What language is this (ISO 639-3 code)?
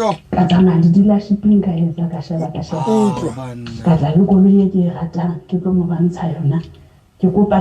sot